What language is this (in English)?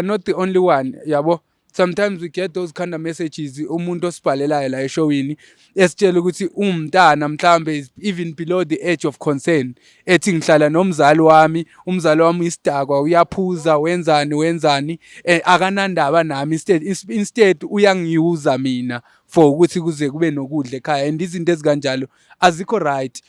Zulu